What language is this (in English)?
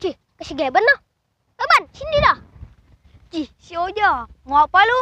Betawi